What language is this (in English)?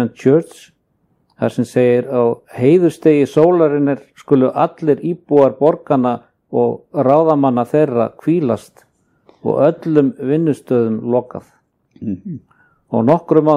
Icelandic